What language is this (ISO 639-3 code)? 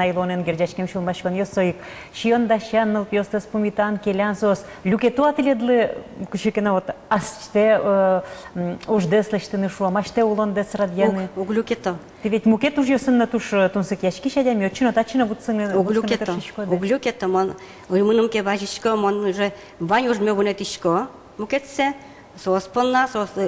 udm